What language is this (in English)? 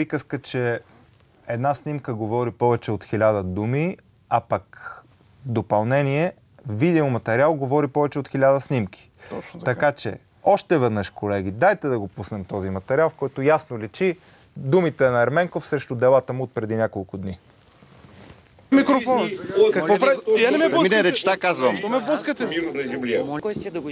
Bulgarian